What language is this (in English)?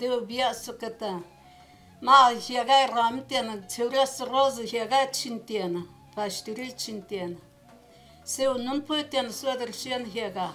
Zaza